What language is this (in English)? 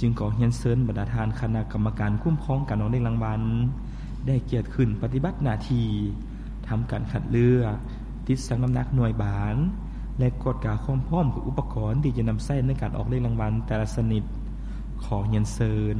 Lao